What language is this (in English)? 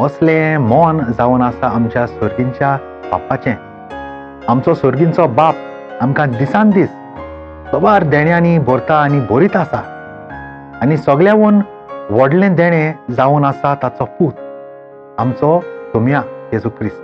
Konkani